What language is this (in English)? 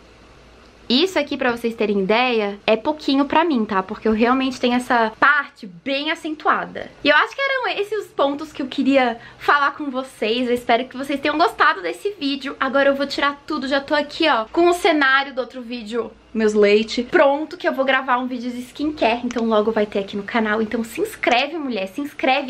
Portuguese